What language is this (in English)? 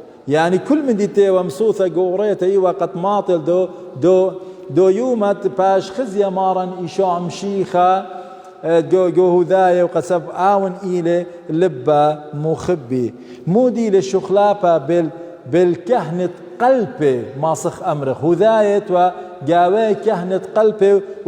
Assyrian Neo-Aramaic